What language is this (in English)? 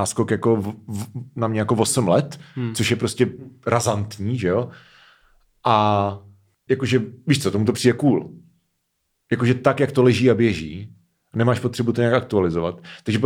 Czech